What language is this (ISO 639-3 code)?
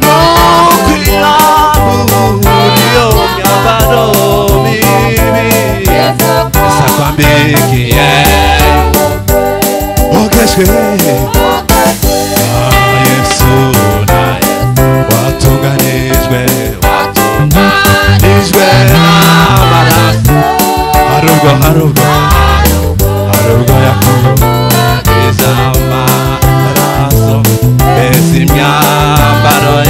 kin